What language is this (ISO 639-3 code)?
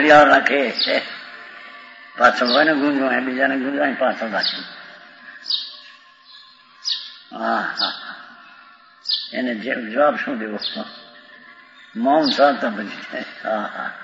guj